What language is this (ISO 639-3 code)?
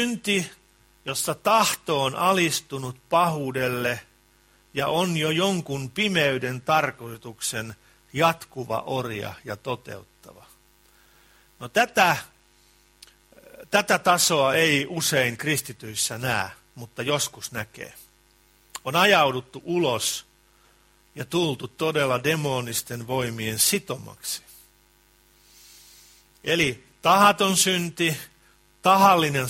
fin